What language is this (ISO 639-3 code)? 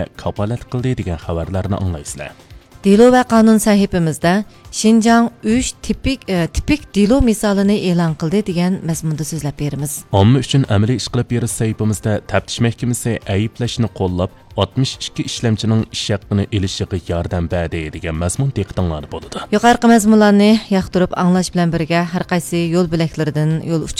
uig